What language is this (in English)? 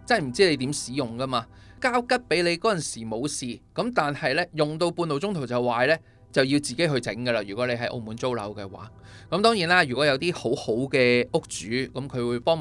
Cantonese